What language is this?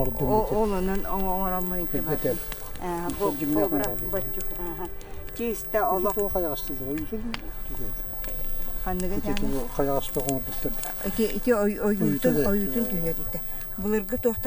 Yakut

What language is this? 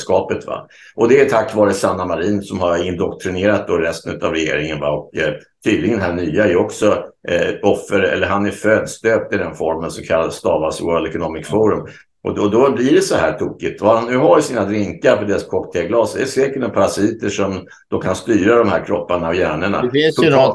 Swedish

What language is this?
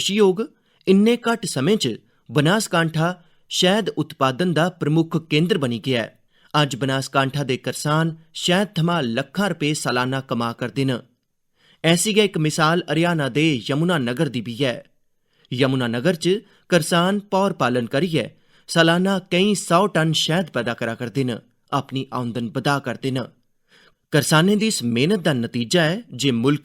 Dogri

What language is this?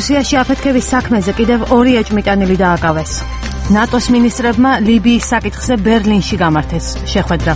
Georgian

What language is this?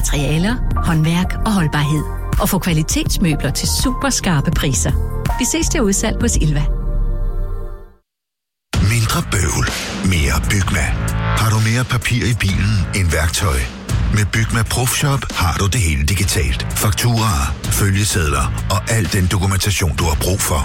Danish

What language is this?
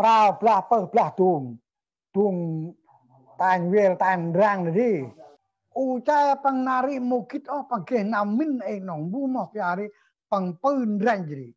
Central Mnong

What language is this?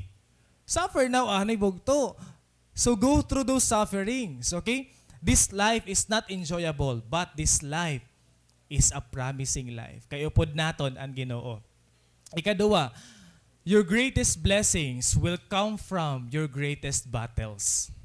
Waray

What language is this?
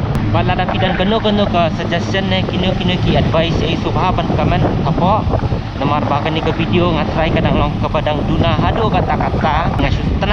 Khasi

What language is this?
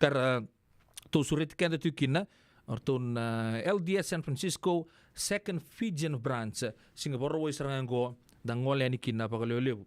Fijian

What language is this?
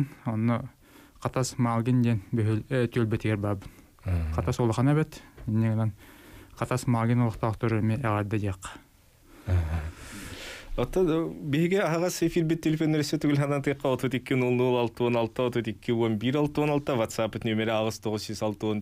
Yakut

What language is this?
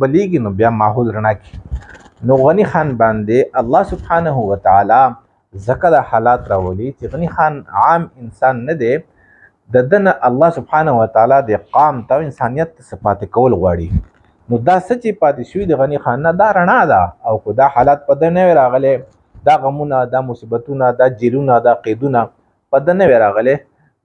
Pashto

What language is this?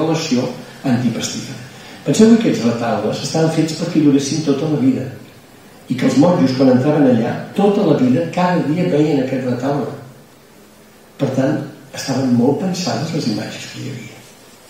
Catalan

